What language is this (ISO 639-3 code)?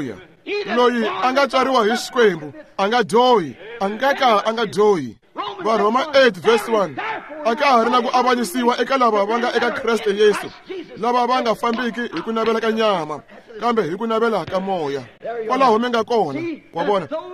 tso